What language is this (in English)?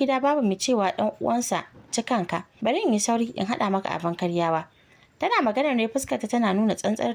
Hausa